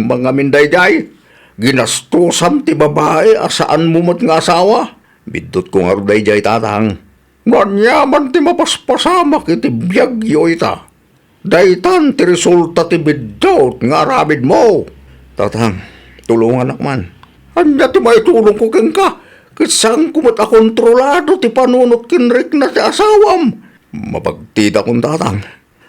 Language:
Iloko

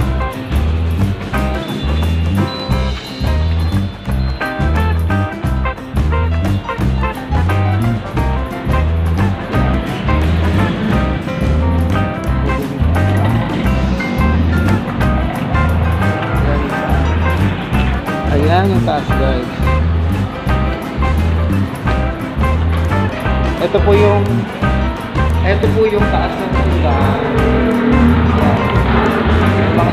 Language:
Filipino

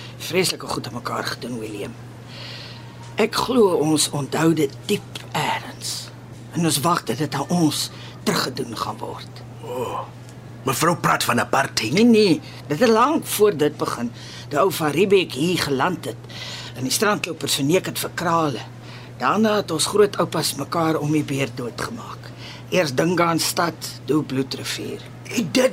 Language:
Afrikaans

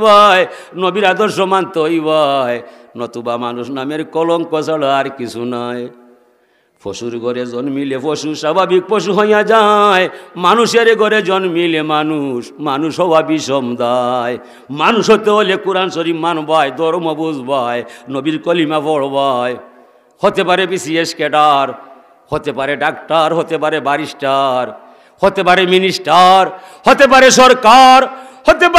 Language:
Sylheti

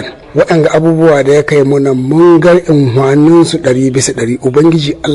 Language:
Hausa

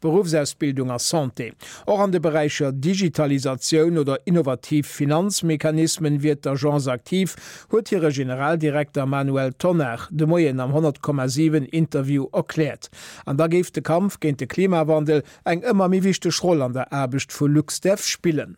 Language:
Luxembourgish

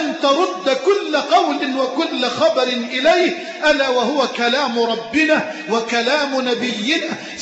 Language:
Arabic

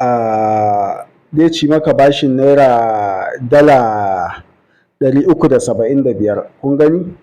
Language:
Hausa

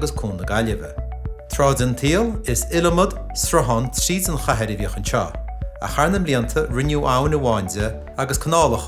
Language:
Irish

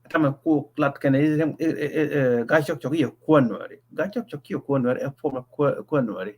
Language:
Nuer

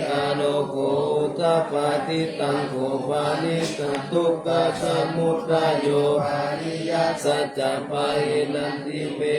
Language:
Pali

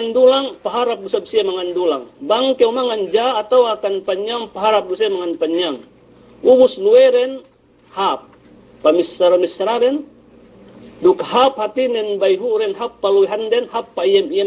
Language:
Yakan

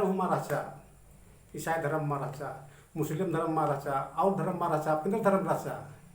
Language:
Kurukh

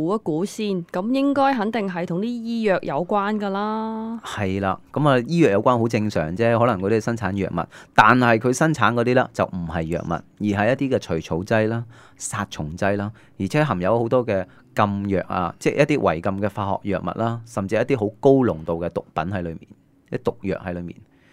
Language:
Cantonese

